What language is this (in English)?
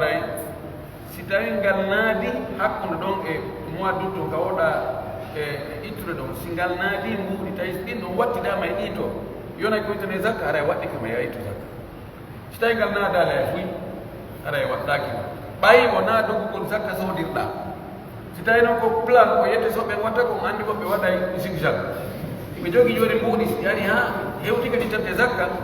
Pular